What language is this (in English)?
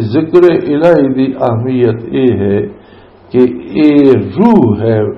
Western Panjabi